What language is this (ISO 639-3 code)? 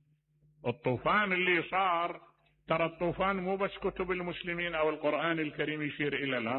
acm